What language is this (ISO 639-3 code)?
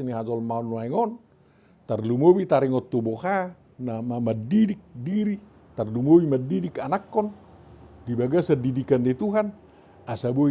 bbc